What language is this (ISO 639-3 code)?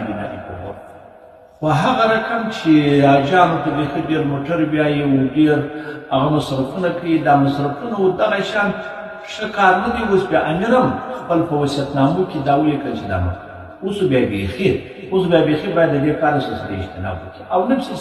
pus